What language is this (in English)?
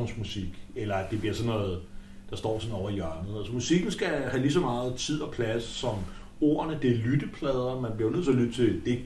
Danish